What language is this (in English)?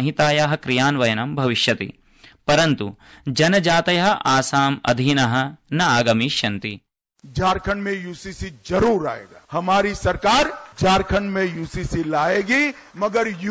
Sanskrit